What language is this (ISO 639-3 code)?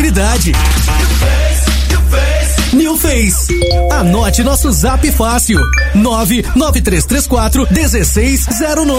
por